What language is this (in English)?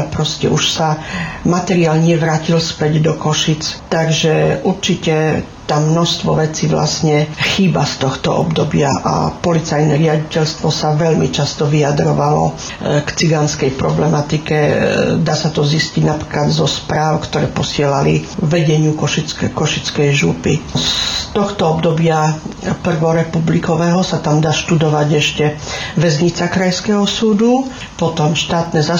Slovak